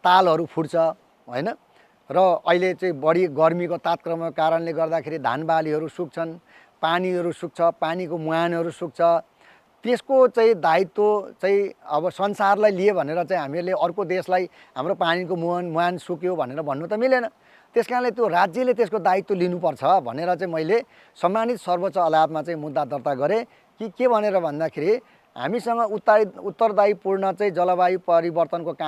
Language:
Nepali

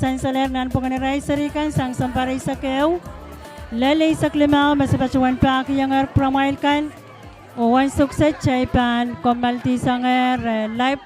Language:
Pohnpeian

